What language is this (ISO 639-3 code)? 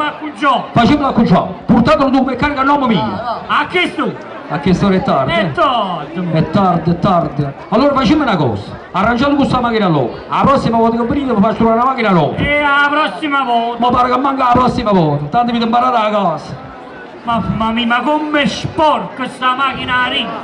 nap